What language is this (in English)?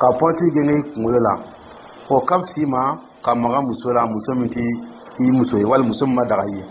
Dyula